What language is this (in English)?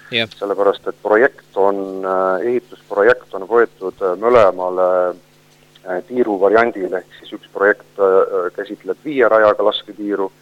Estonian